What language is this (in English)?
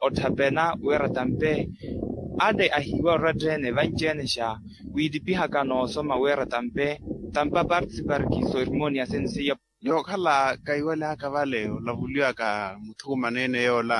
Makhuwa